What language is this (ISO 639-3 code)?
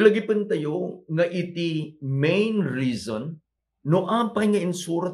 ilo